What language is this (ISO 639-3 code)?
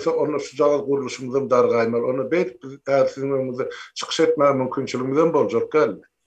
tuk